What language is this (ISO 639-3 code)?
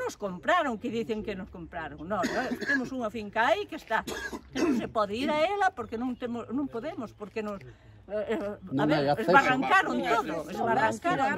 glg